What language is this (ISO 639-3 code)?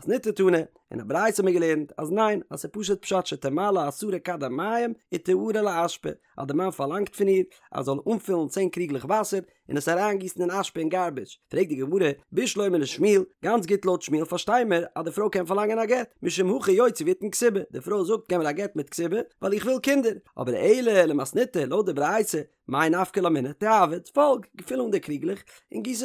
yid